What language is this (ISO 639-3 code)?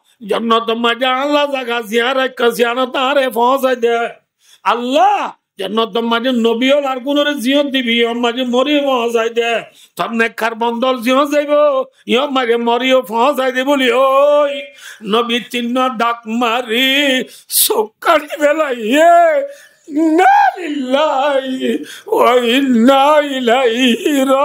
rhg